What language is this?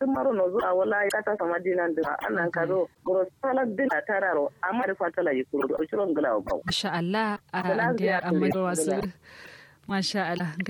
Kanuri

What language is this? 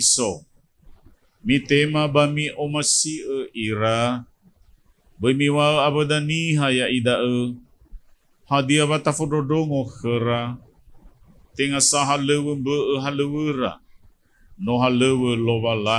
Nias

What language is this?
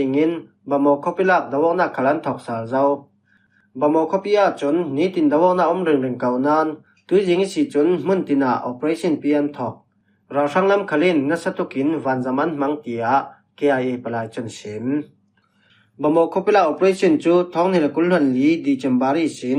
Falam Chin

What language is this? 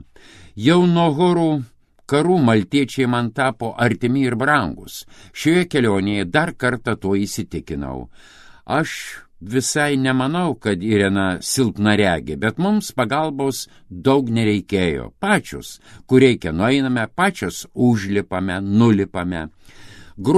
Lithuanian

